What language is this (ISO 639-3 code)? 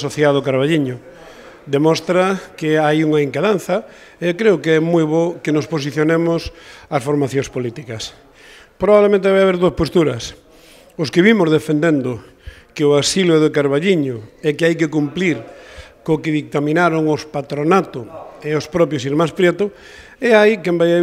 glg